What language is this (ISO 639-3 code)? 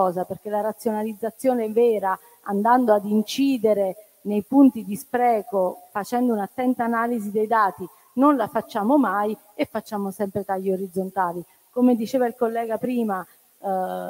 ita